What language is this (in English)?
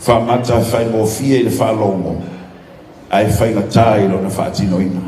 Samoan